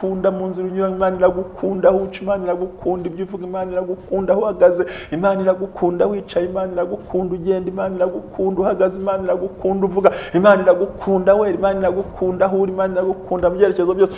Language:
Kinyarwanda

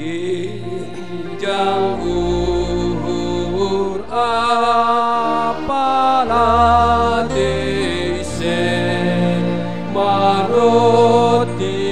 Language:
Batak Simalungun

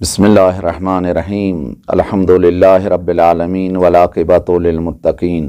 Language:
Kashmiri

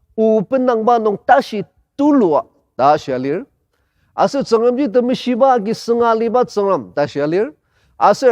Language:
Ao Naga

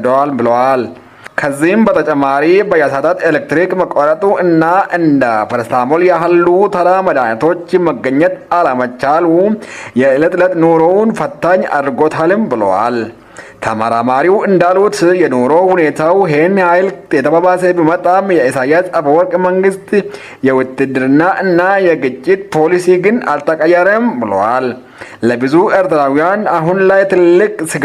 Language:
Amharic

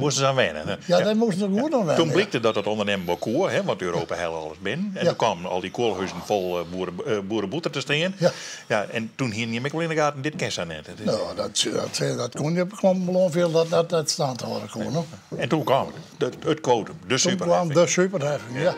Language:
Western Frisian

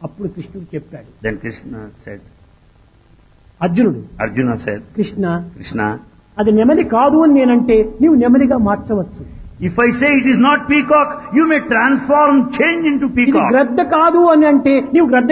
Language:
Telugu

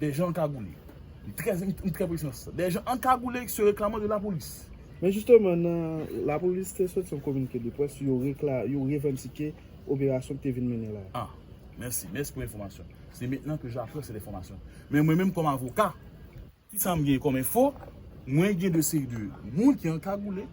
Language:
Haitian Creole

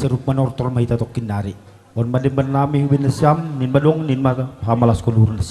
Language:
Batak Simalungun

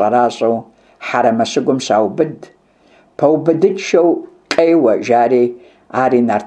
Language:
Kabardian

